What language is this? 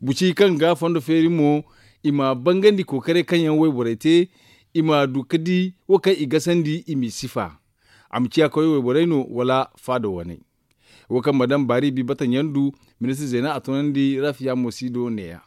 Zarma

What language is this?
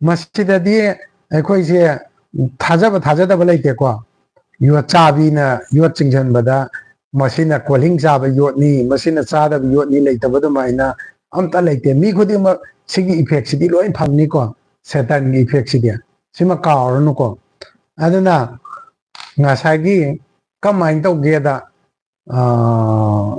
Manipuri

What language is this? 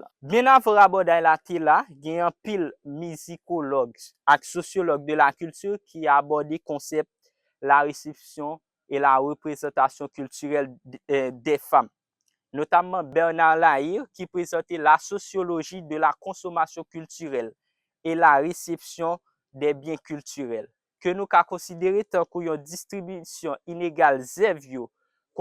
Haitian Creole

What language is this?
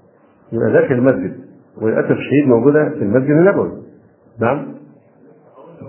Arabic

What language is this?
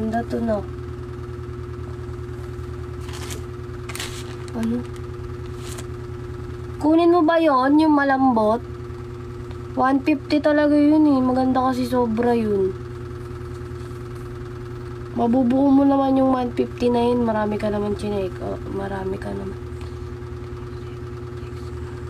Filipino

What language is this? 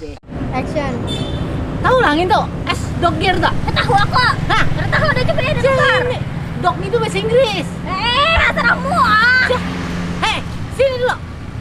Banjar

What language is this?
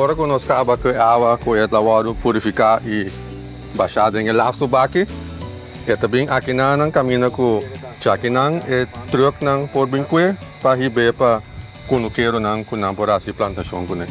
Papiamento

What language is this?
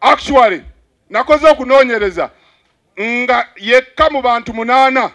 Ganda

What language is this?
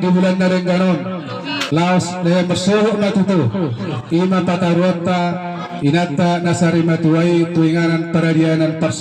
Batak Toba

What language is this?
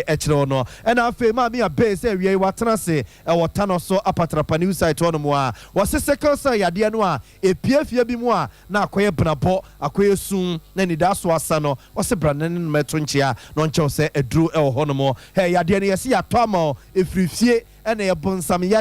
Akan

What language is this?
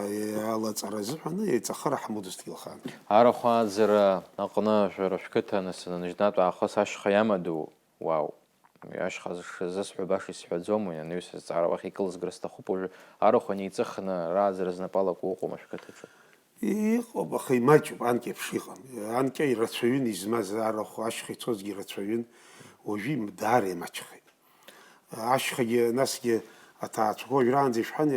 Abkhazian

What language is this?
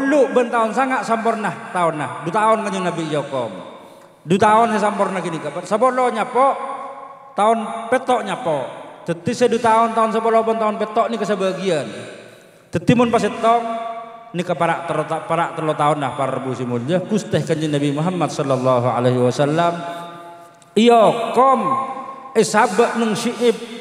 Madurese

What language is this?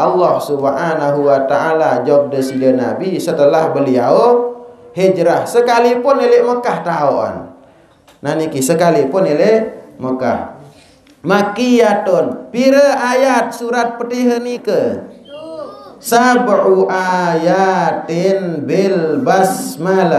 Sasak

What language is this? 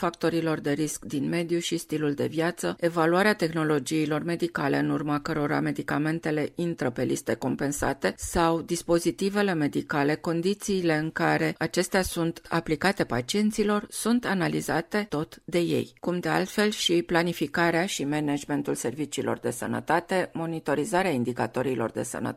Romanian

